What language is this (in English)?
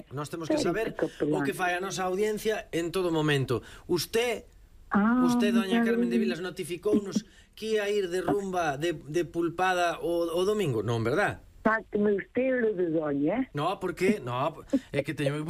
Galician